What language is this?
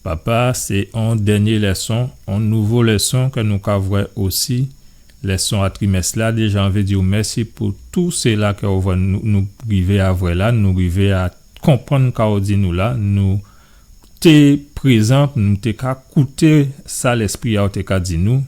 Guadeloupean Creole French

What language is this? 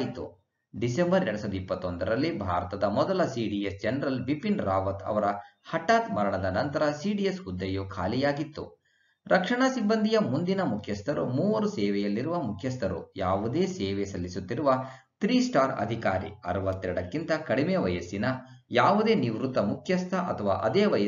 Kannada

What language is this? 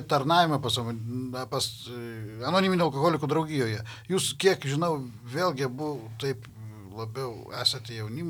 Lithuanian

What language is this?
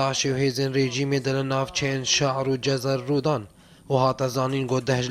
Kurdish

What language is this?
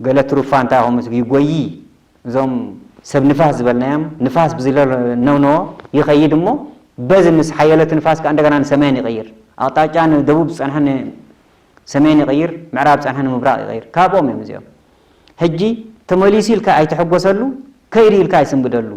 Tigrinya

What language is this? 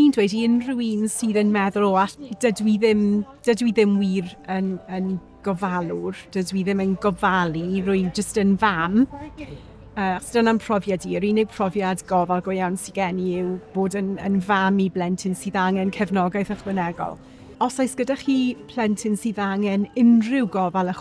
Welsh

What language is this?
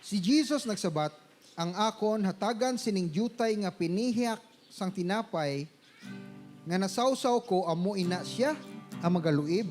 Hiligaynon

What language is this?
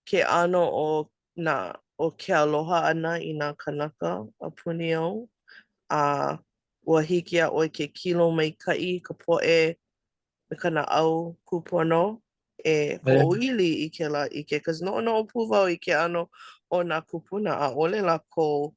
Hawaiian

